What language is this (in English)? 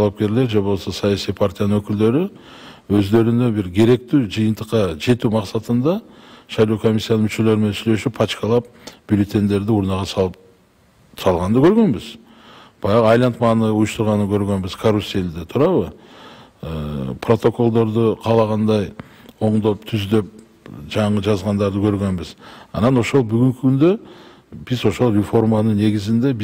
Kyrgyz